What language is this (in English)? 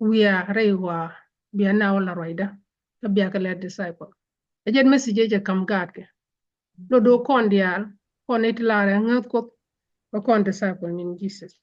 Nuer